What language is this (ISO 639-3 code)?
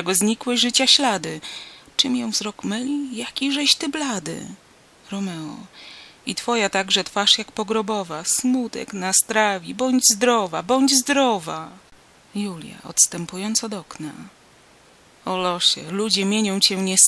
pol